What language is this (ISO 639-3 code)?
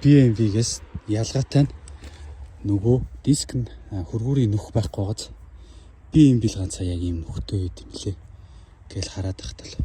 mon